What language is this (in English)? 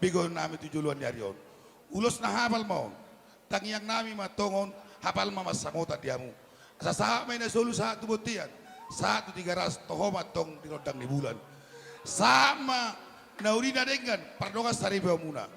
Batak Toba